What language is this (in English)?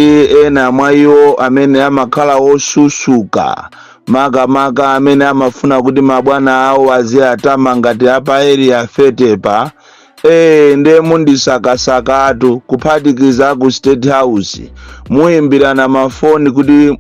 Nyanja